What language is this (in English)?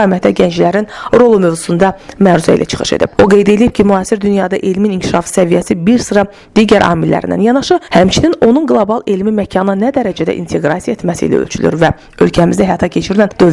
Azerbaijani